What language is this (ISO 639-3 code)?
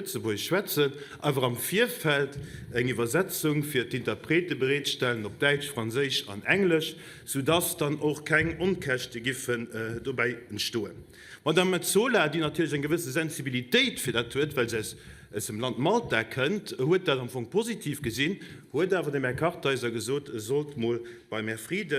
ltz